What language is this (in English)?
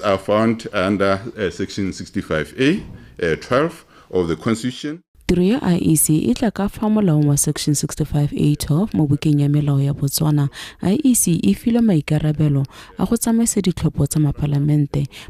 Tswana